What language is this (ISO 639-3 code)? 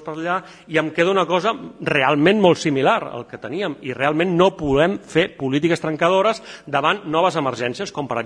cat